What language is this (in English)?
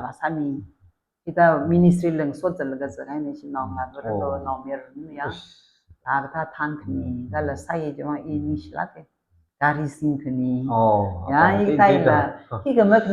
Tangkhul Naga (India)